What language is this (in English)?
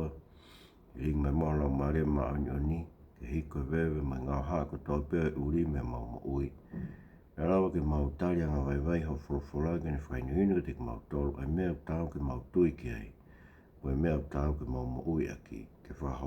Tongan